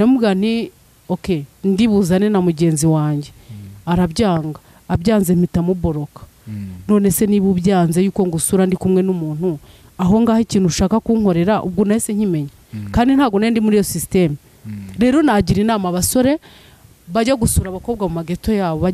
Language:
Kinyarwanda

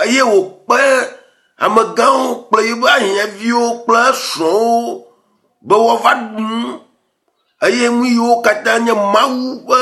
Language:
Ewe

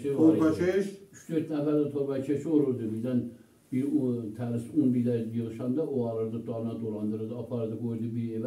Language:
South Azerbaijani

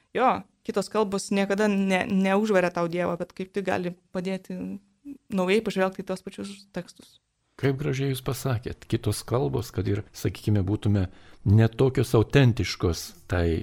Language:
Lithuanian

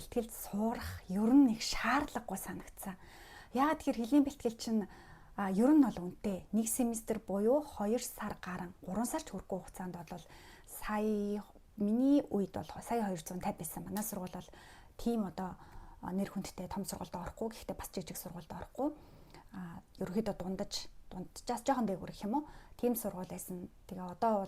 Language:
Mongolian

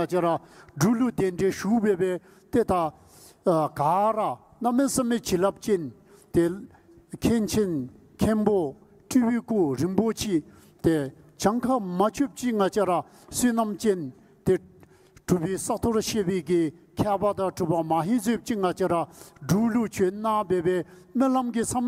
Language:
Dzongkha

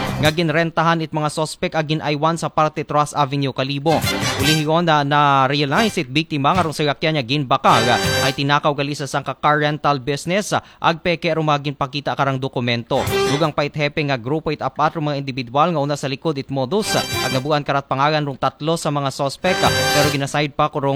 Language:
Aklanon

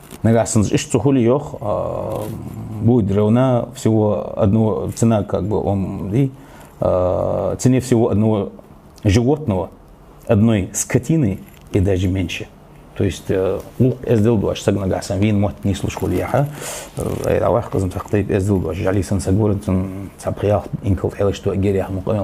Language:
Ingush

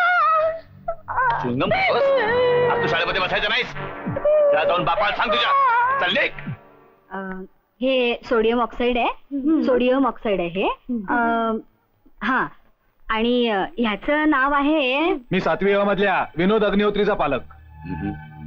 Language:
Marathi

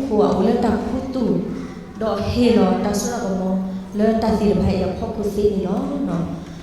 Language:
S'gaw Karen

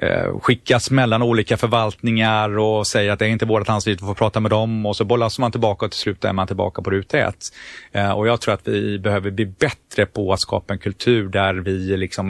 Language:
Swedish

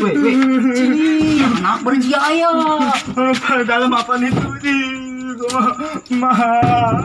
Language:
Betawi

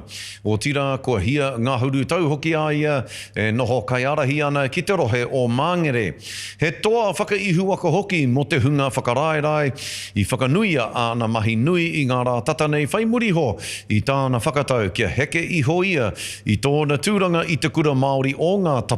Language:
Māori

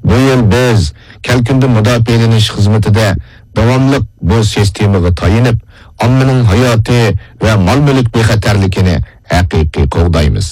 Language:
Uyghur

